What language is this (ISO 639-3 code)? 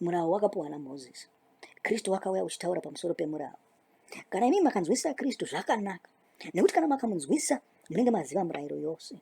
sna